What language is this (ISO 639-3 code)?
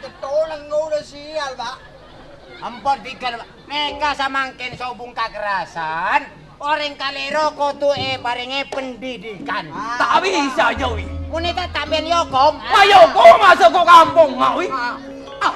mad